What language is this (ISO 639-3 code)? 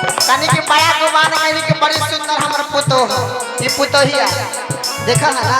mag